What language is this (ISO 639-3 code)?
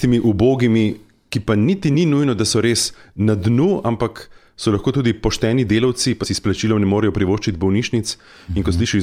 slv